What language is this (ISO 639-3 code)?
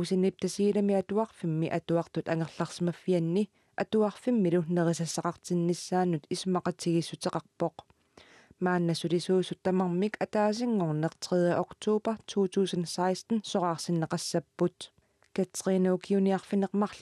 kal